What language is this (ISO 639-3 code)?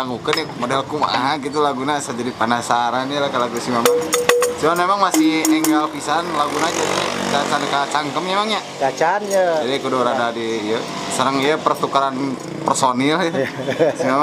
sun